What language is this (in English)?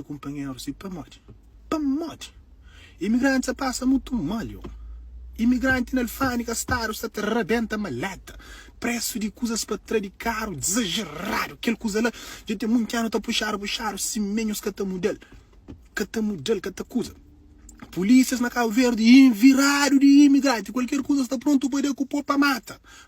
Kabuverdianu